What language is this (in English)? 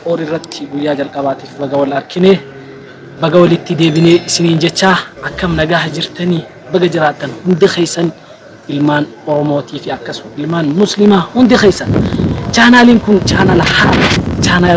Oromo